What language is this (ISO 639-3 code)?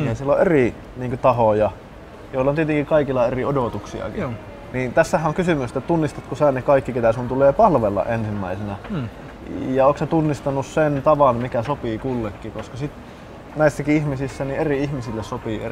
fin